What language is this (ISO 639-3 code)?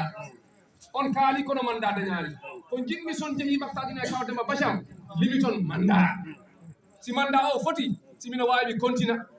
ful